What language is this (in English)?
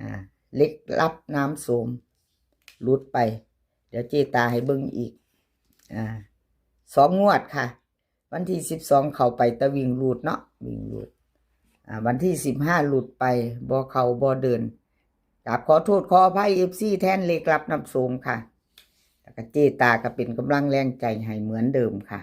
Northeastern Thai